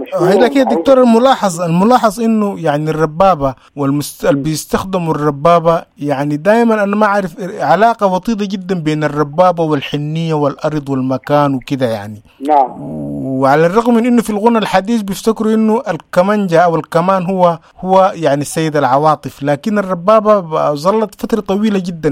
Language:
Sudanese Arabic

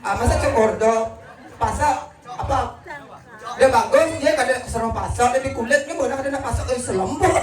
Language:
Balinese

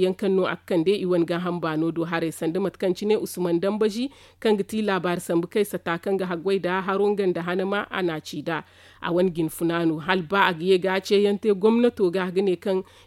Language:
Zarma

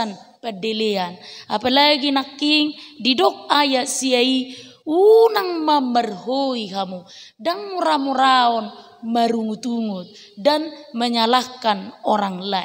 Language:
Batak Toba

